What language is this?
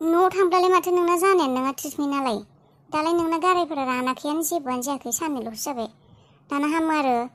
Bodo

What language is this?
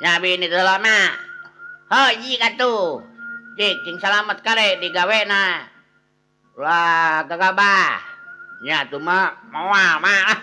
Sundanese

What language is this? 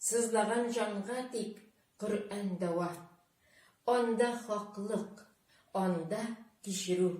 Tatar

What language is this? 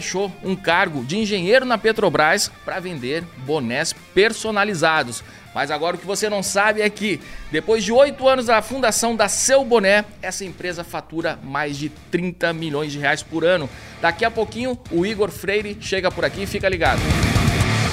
Portuguese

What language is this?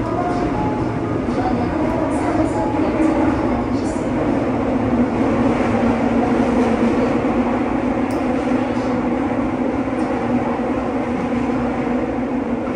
Korean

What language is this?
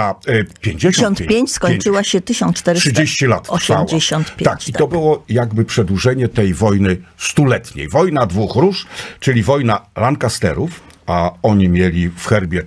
Polish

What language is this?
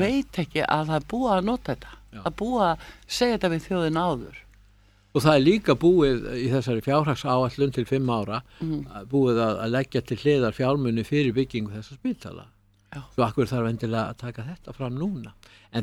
Icelandic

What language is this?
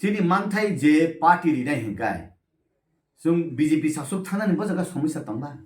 Kok Borok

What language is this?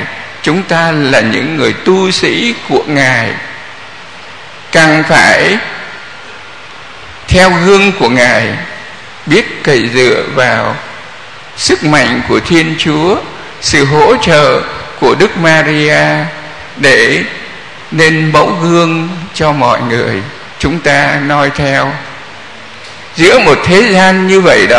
Vietnamese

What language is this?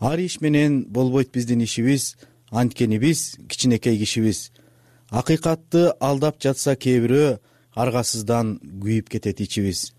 Kyrgyz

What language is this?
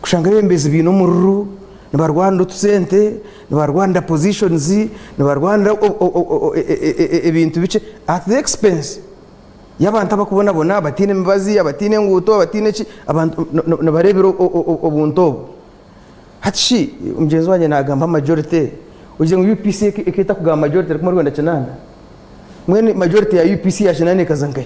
Nyankole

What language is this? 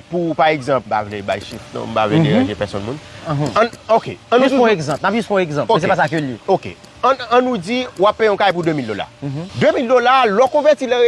Haitian Creole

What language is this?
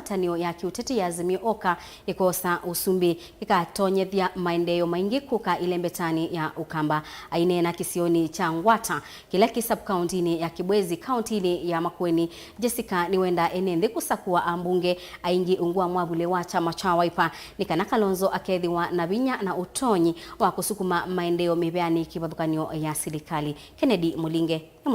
Kamba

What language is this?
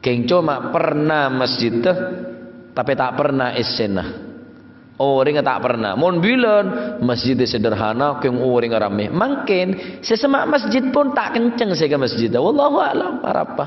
Madurese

